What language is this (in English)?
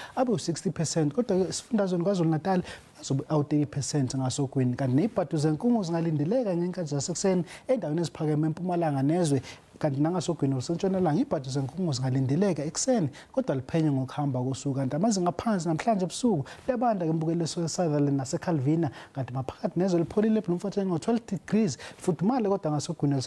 Zulu